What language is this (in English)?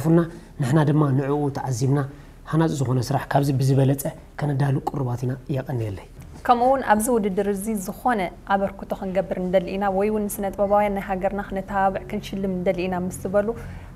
Tigrinya